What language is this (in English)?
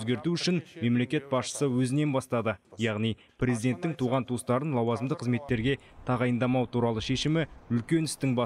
Kazakh